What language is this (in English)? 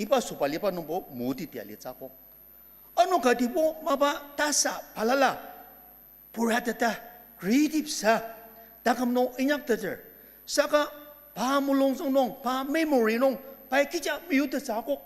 Ao Naga